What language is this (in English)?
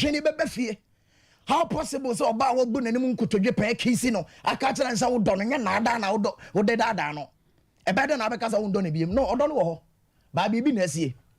Akan